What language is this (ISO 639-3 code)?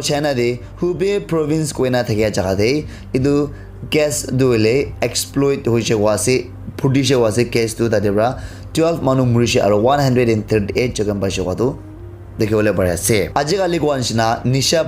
nag